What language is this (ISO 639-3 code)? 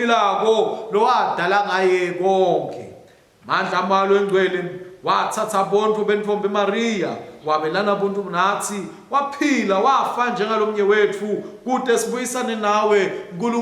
ssw